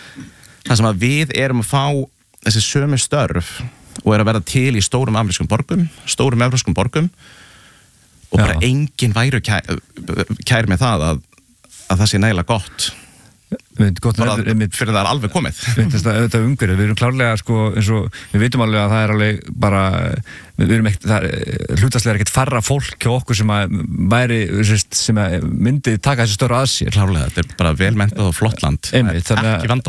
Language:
Icelandic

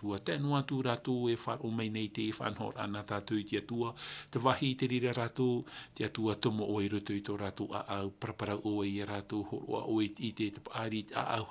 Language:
Tahitian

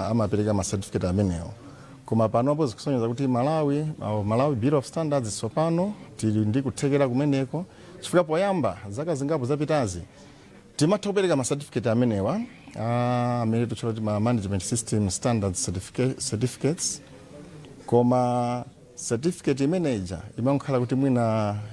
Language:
Nyanja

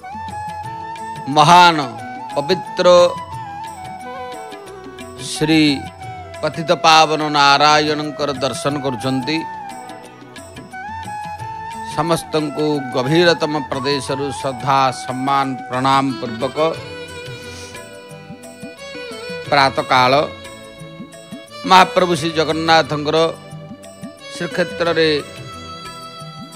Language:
Odia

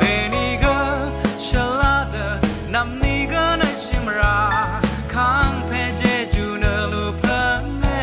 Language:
Rawang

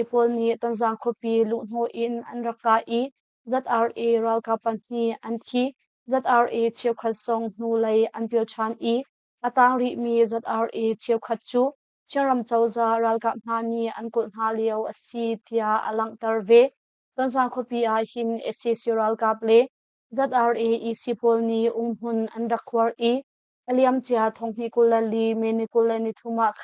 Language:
Hakha Chin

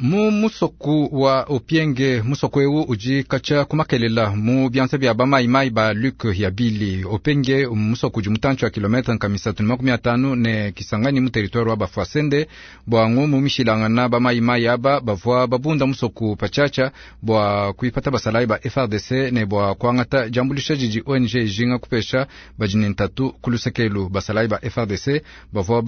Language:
Luba-Lulua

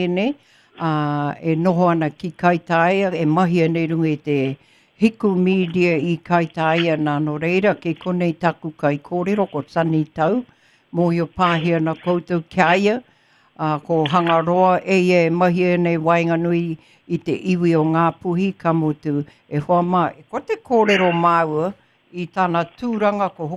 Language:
Māori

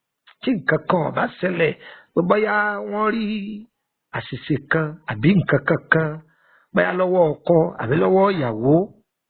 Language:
Yoruba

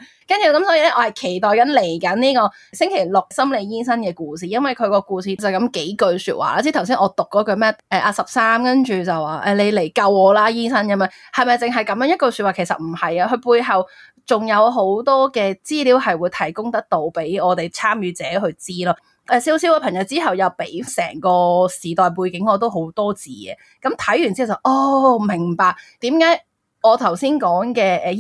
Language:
Cantonese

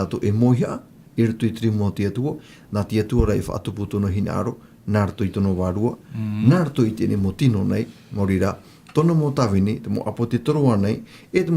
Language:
Tahitian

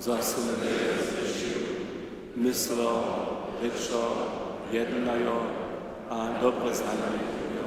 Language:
Upper Sorbian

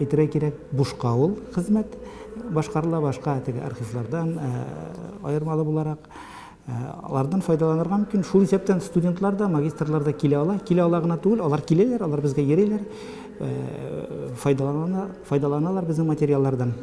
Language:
Tatar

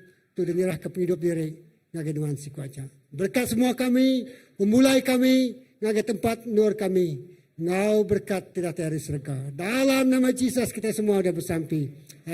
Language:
Iban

